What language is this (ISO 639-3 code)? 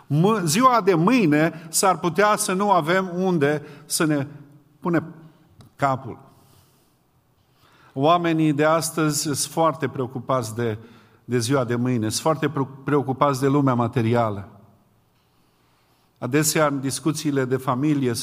ron